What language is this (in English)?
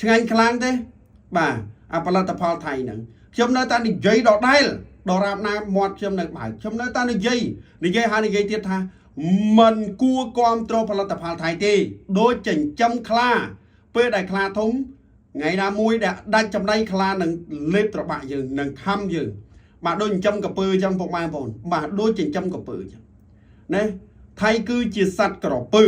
Khmer